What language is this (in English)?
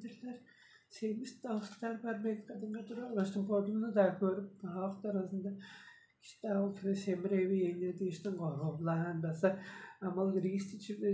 Tuvinian